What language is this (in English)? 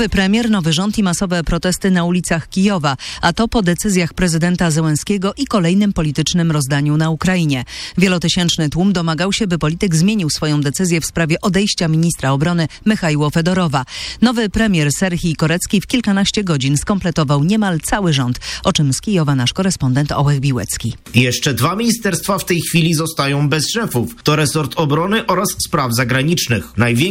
Polish